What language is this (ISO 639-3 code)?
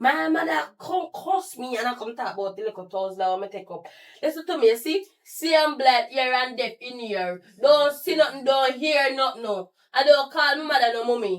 jam